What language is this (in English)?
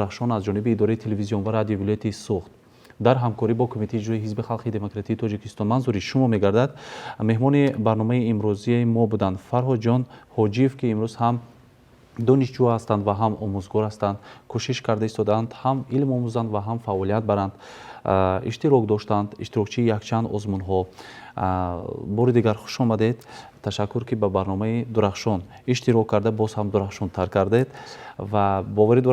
Tajik